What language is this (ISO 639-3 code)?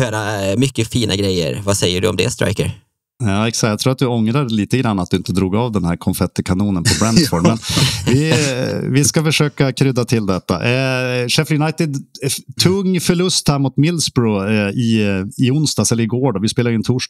swe